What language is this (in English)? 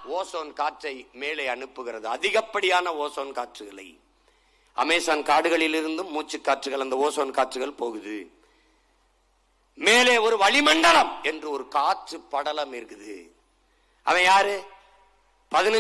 Tamil